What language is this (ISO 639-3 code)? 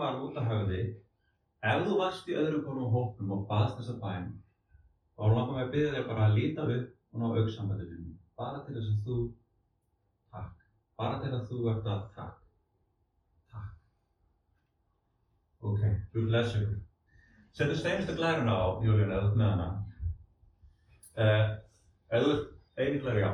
isl